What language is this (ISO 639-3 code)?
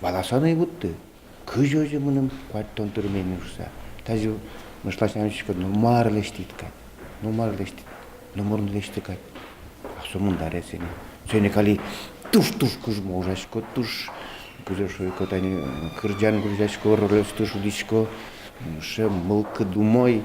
udm